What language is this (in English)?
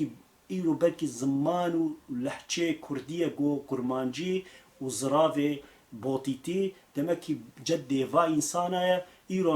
Kurdish